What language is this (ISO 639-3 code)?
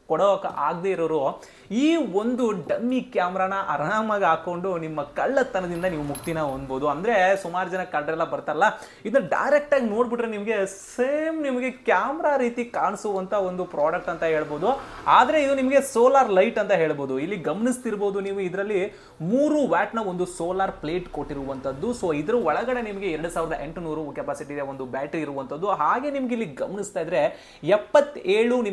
kan